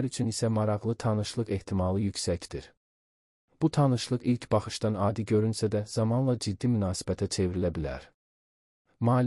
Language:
Azerbaijani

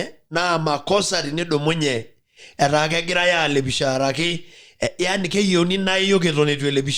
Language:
Masai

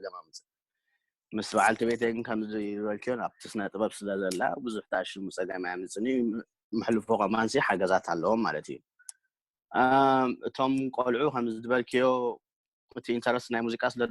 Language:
Tigrinya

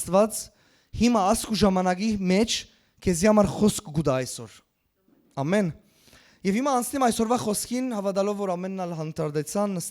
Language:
Western Armenian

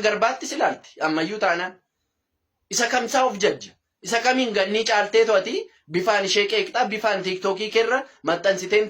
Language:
Oromo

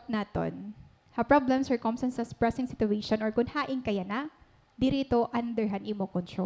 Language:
Waray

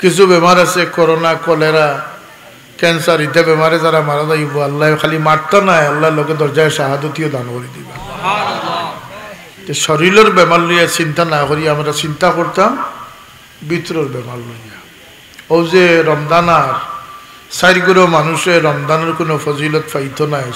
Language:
Sylheti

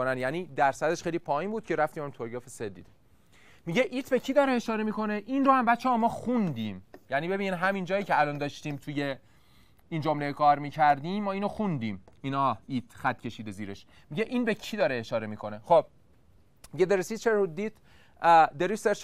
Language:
Persian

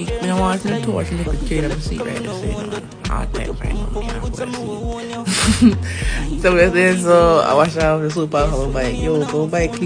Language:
Jamaican Creole English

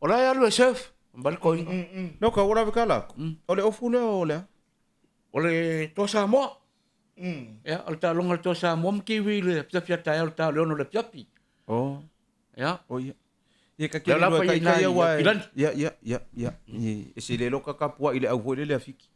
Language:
Samoan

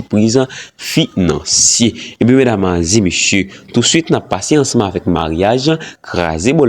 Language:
Haitian Creole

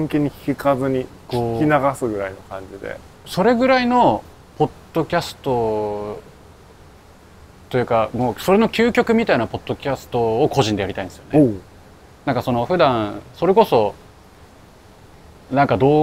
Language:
Japanese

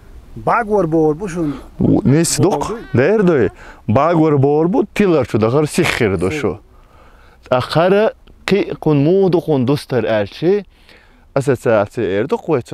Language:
Chechen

